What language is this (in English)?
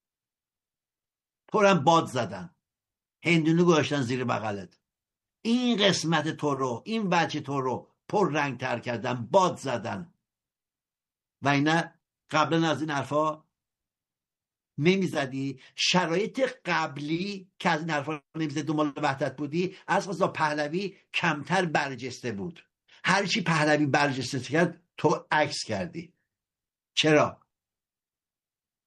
Persian